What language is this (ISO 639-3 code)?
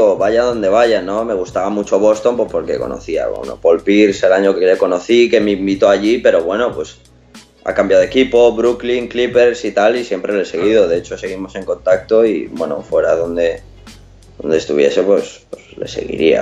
spa